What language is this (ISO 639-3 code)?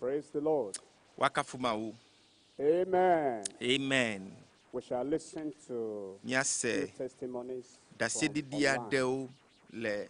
ewe